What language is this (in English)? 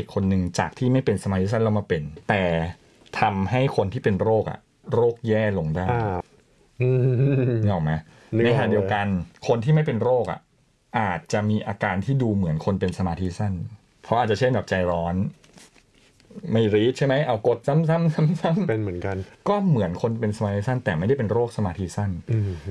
Thai